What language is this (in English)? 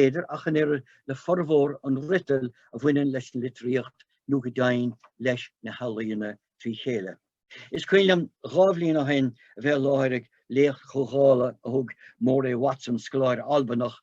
Irish